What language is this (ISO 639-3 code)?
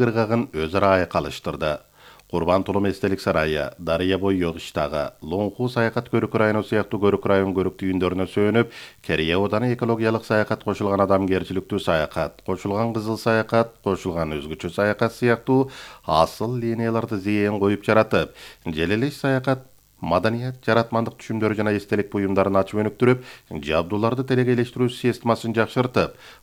kir